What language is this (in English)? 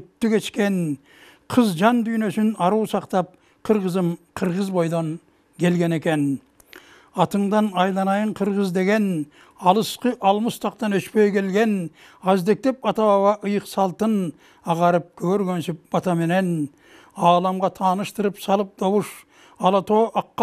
Kyrgyz